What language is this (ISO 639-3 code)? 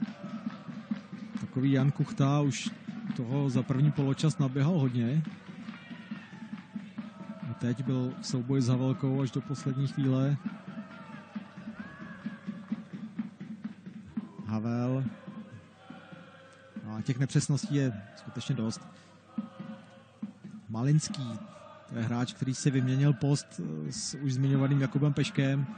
ces